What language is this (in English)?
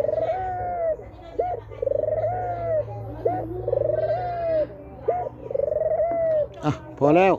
Lao